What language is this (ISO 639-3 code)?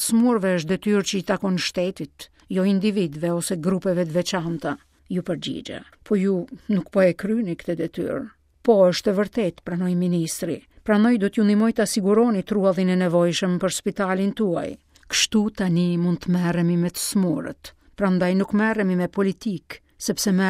sqi